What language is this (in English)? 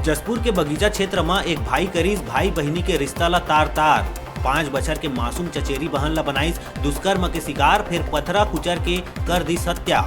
Chhattisgarhi